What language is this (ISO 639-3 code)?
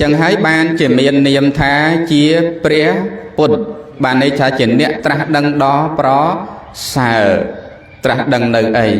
khm